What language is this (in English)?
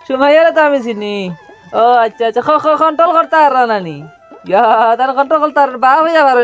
Sylheti